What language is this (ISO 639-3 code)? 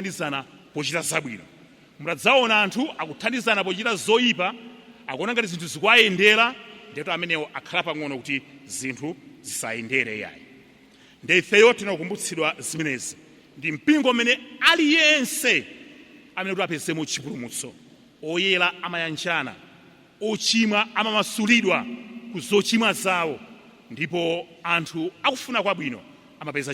nya